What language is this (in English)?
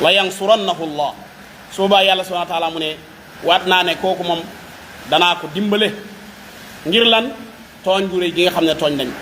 Wolof